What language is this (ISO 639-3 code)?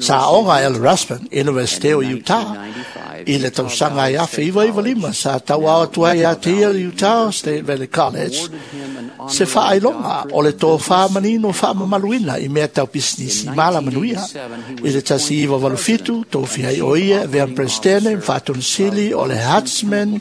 smo